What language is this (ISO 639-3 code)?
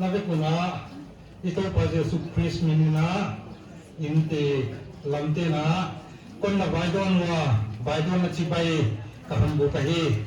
pck